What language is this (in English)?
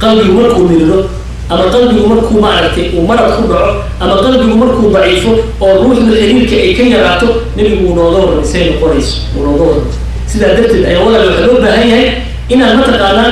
Somali